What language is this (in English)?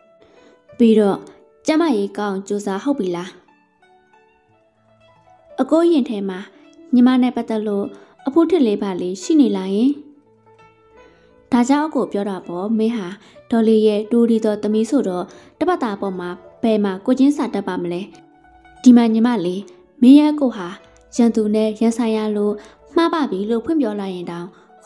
Burmese